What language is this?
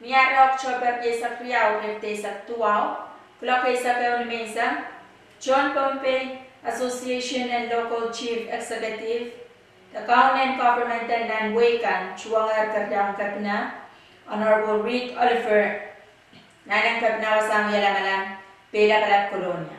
Pohnpeian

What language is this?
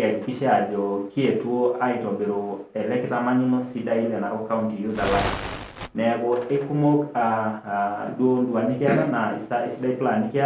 Masai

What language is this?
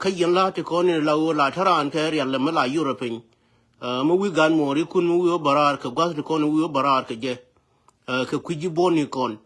Nuer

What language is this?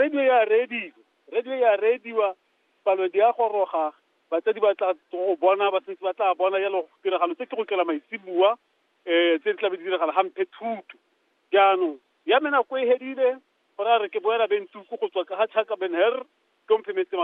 Tswana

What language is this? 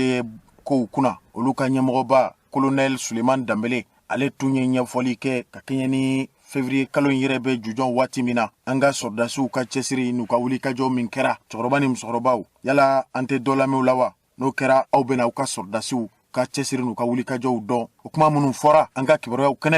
Bambara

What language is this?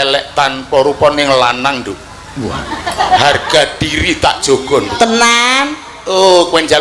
Javanese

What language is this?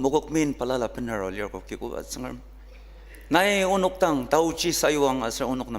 Ao Naga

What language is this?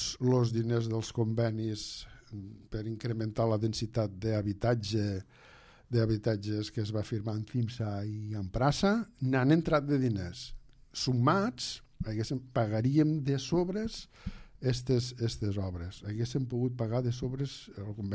Catalan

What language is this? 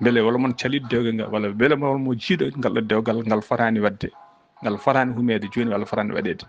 Fula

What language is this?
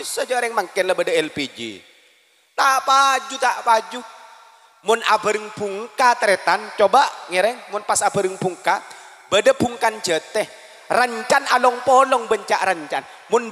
Madurese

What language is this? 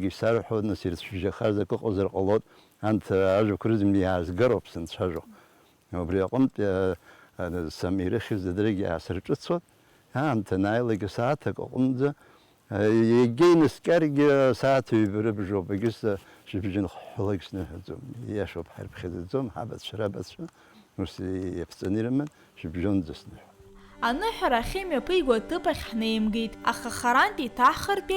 Abkhazian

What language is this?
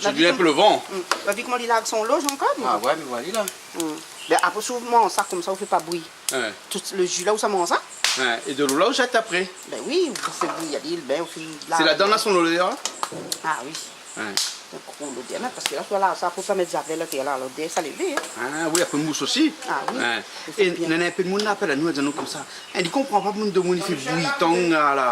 Réunion Creole French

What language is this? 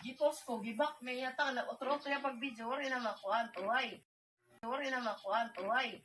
Waray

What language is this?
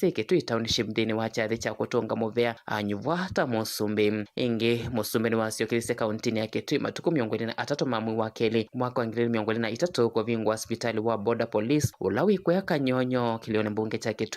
Kamba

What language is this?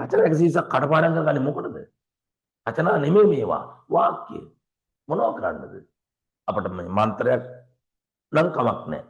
Sinhala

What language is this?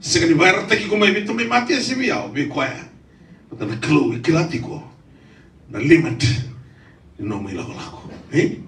Fijian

